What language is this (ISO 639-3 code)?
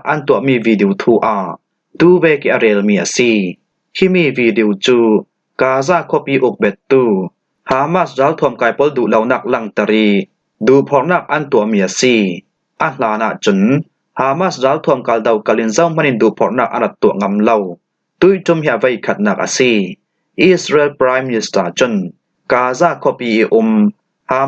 cfm